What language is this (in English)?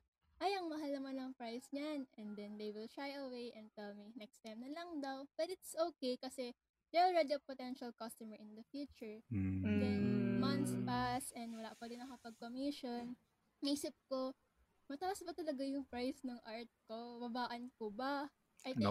Filipino